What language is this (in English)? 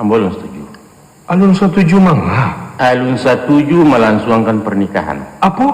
Minangkabau